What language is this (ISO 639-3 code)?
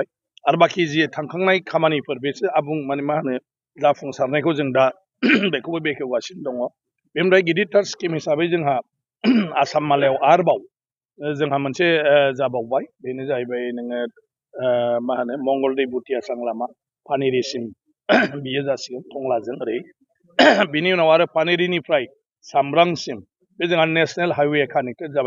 brx